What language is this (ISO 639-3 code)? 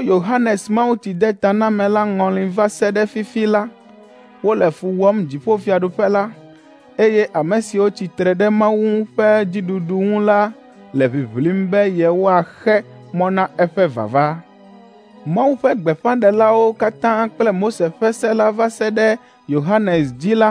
ewe